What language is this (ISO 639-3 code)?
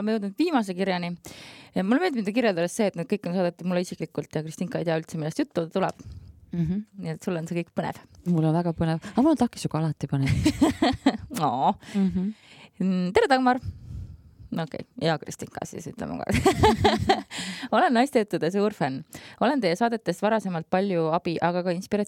est